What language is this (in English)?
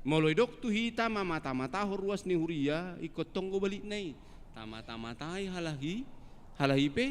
Batak Toba